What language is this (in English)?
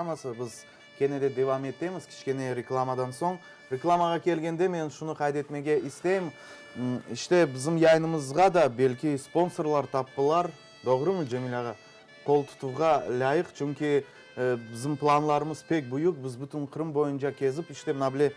Crimean Tatar